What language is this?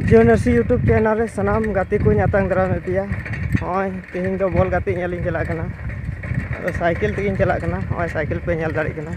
Santali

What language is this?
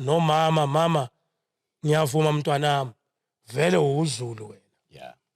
Zulu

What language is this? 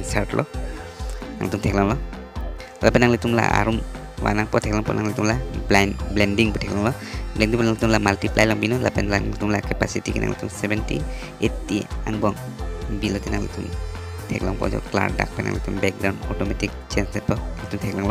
Karbi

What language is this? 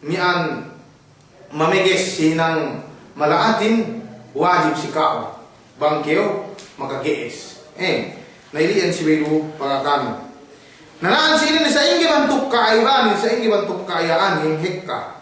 Yakan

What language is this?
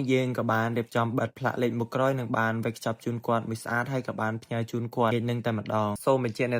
Khmer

